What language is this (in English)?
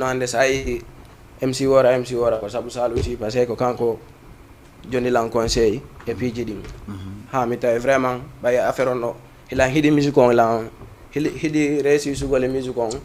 Fula